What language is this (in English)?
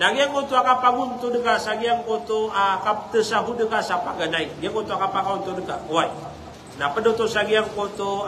Maranao